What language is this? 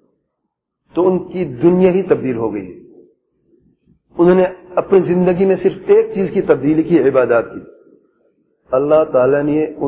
Urdu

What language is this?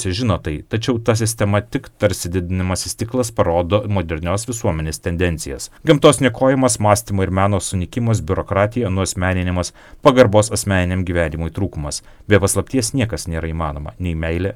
Lithuanian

